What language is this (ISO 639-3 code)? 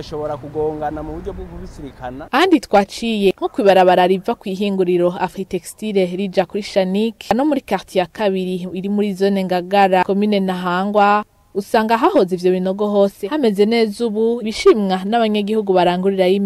run